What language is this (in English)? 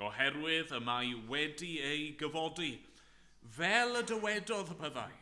Welsh